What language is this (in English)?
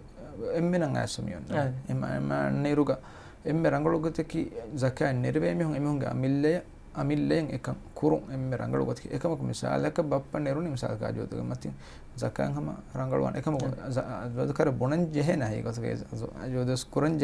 Divehi